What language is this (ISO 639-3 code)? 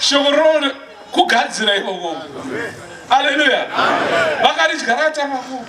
sna